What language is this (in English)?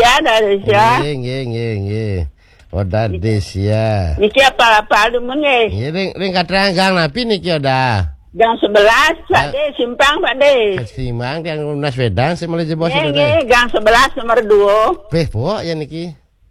Balinese